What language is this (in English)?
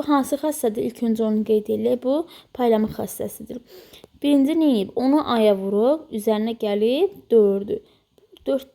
Azerbaijani